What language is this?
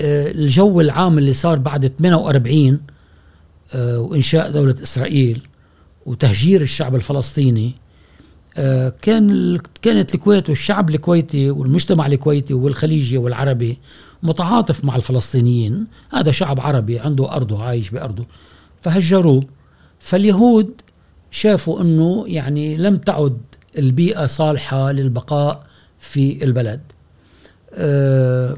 Gulf Arabic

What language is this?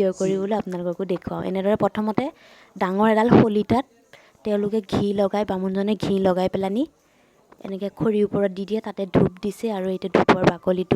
Assamese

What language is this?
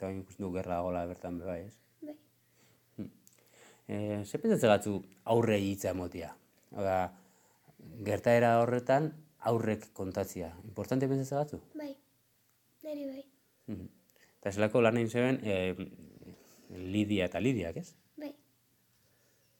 Basque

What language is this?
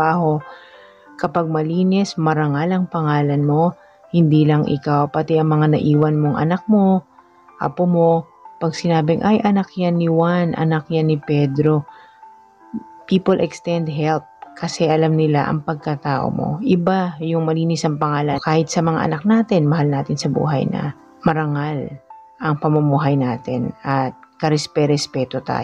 Filipino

